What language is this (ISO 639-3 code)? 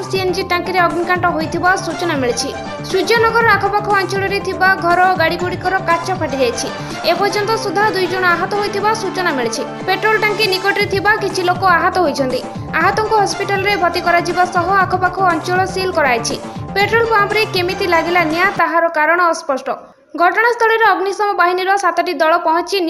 ori